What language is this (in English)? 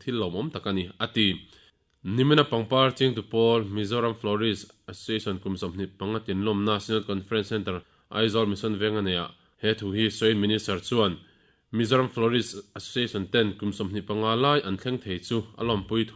Mizo